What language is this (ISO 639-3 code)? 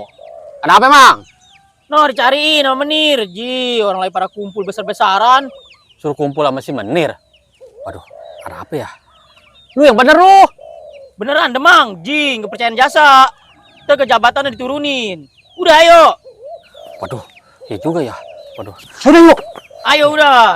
bew